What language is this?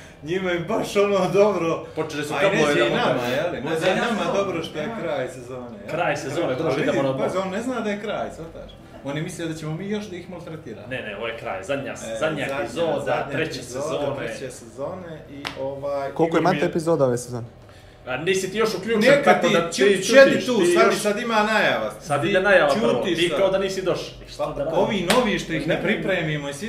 Bosnian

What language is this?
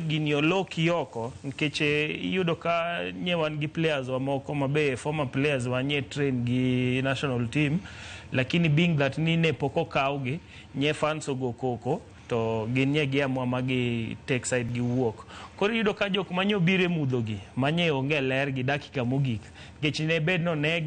Luo (Kenya and Tanzania)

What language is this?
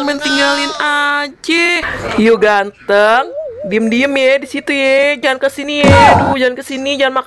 Betawi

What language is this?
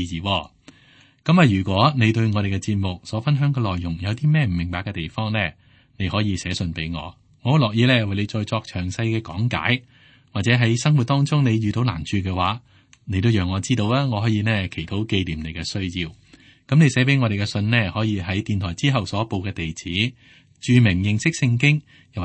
Cantonese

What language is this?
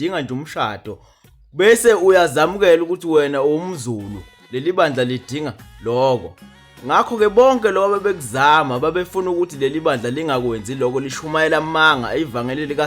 Zulu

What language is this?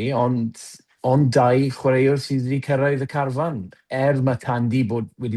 Welsh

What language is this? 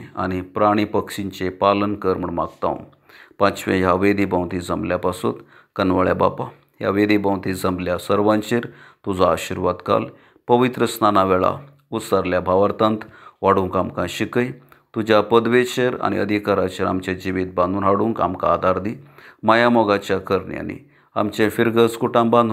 Konkani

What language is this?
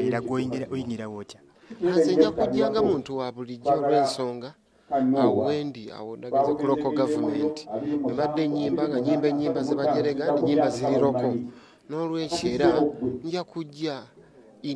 Ganda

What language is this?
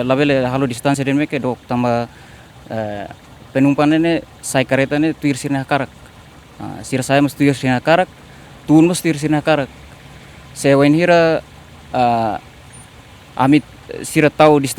Tetum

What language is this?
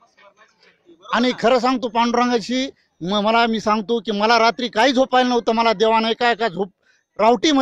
Marathi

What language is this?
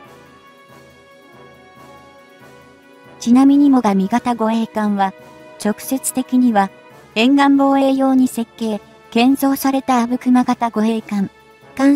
Japanese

